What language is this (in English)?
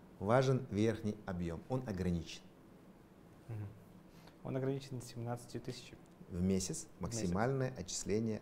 Russian